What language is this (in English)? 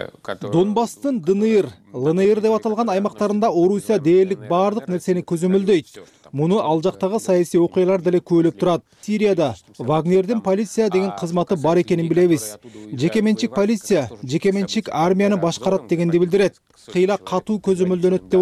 Kyrgyz